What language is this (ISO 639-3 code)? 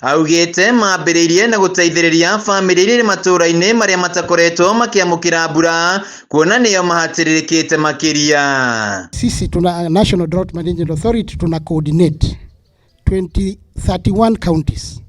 kik